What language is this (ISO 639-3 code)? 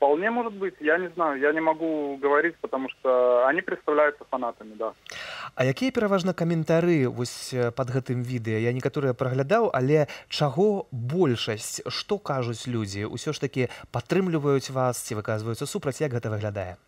bel